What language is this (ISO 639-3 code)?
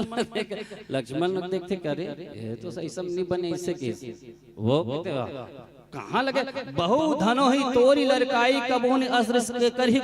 hne